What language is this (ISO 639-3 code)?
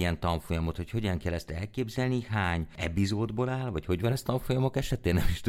hun